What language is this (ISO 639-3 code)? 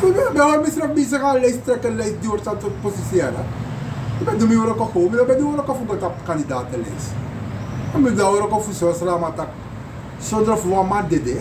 srn